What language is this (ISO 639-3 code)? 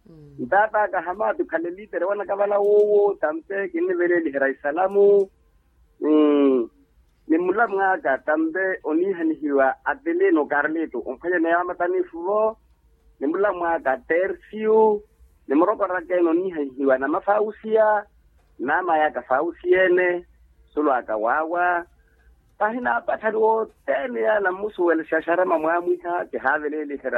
vmw